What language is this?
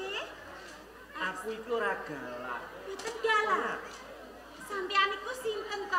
Javanese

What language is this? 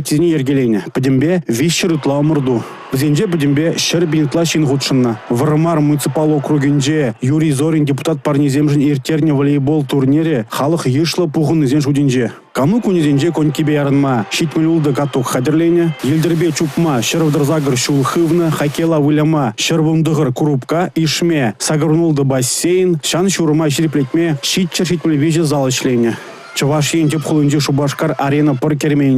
Chuvash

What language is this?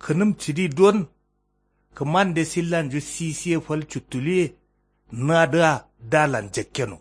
Kanuri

